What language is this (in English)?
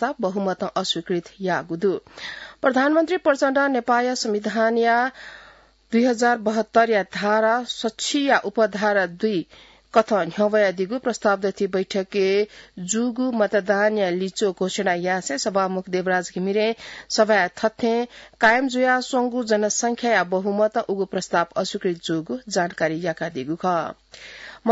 Newari